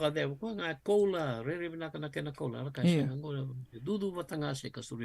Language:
Fijian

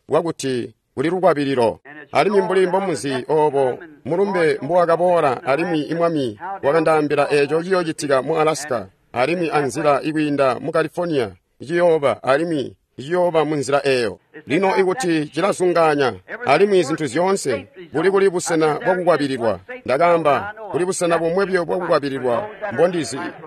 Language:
Tonga (Zambia)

